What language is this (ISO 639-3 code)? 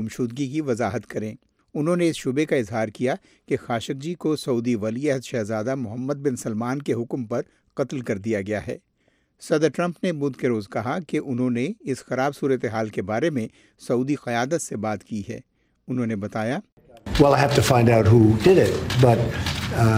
urd